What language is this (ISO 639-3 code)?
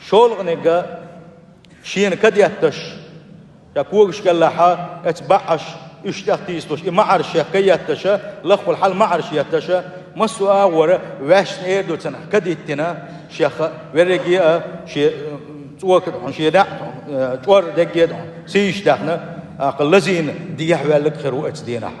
che